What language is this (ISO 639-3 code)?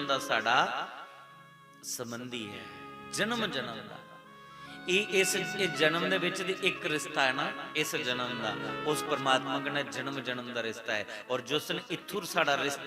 doi